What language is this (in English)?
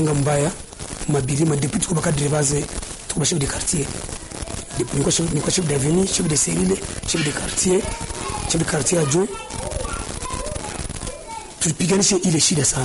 Swahili